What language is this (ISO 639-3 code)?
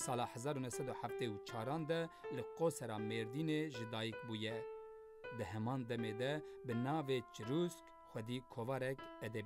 kur